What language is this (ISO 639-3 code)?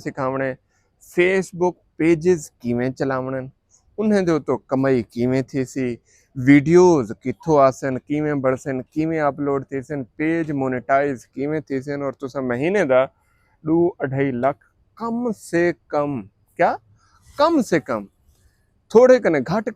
skr